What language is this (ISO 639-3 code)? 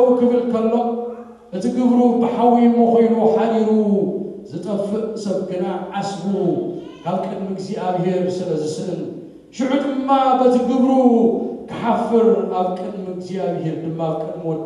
tir